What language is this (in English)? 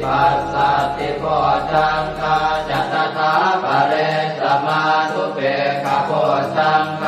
Pali